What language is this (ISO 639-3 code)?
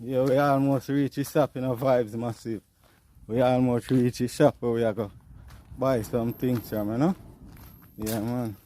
jam